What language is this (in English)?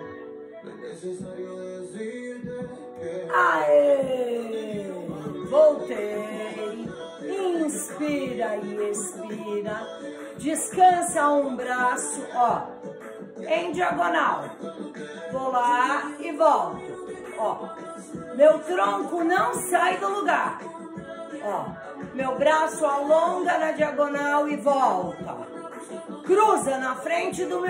Portuguese